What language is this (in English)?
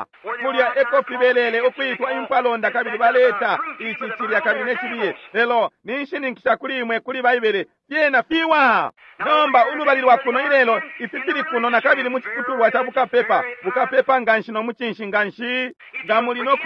Bemba